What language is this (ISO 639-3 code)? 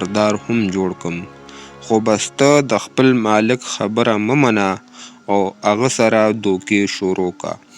pus